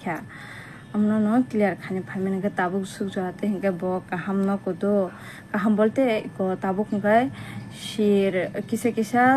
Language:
Kok Borok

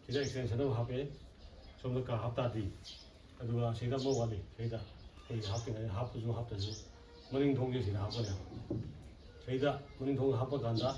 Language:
Manipuri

